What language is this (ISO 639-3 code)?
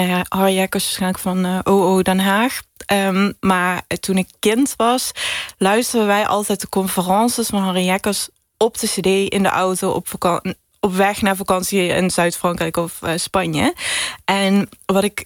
nld